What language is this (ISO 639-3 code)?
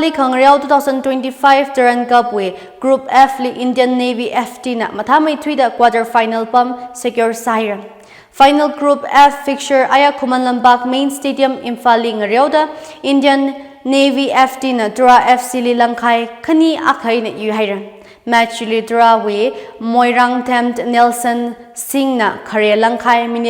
nmf